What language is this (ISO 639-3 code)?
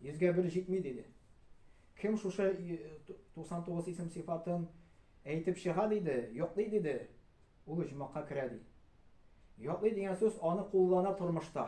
tat